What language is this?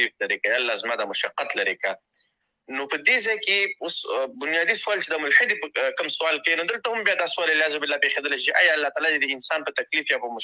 Pashto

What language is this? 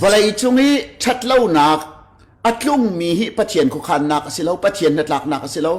Hakha Chin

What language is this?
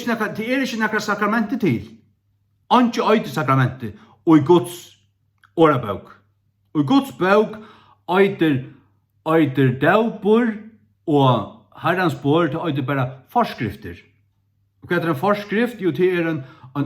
Faroese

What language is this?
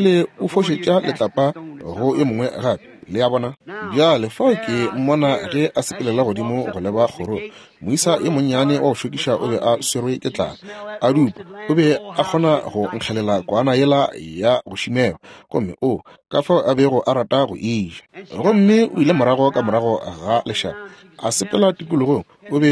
Northern Sotho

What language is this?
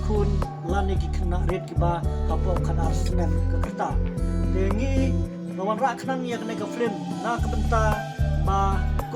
Khasi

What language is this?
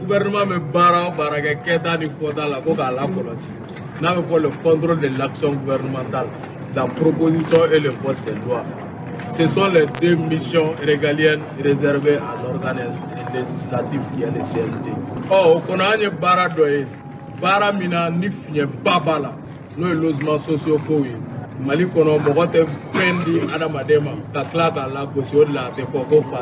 Bambara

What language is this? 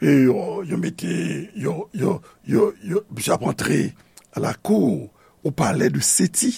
Haitian Creole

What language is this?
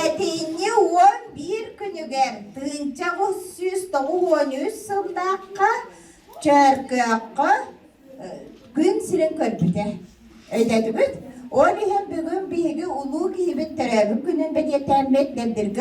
Yakut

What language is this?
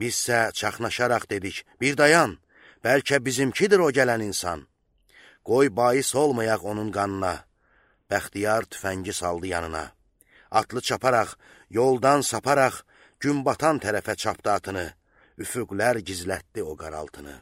Azerbaijani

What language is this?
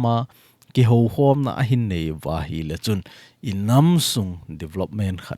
Thado Chin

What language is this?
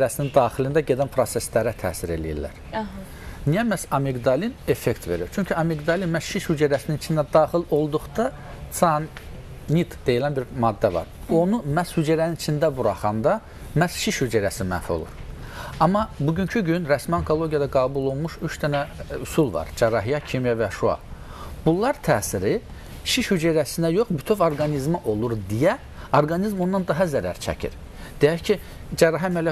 Azerbaijani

